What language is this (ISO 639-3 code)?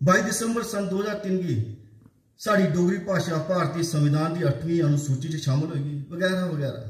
doi